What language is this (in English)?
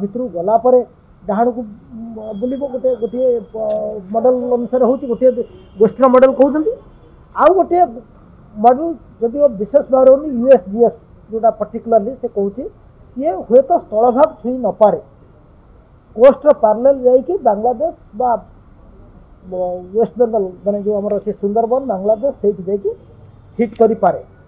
Odia